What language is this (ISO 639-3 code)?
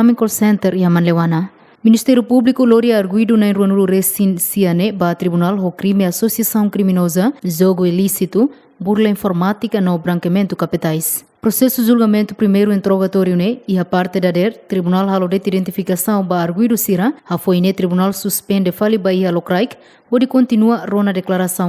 tet